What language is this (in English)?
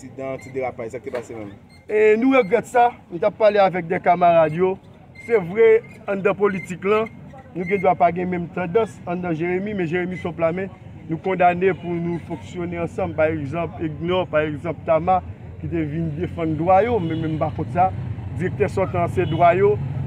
Haitian Creole